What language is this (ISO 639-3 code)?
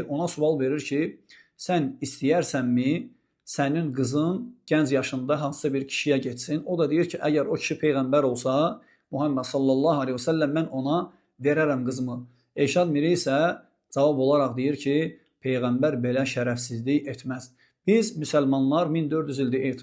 aze